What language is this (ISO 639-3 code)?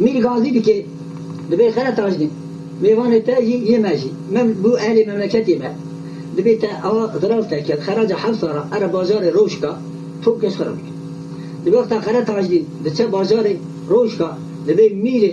kur